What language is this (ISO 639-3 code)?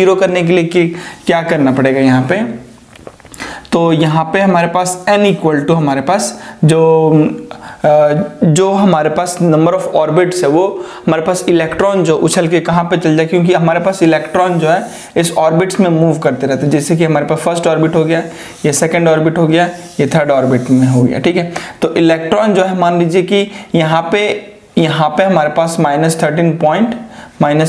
hin